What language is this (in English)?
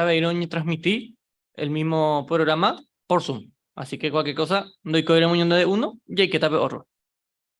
Guarani